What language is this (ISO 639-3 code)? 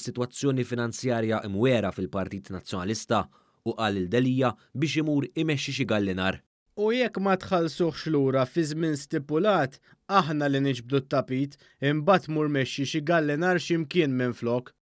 mlt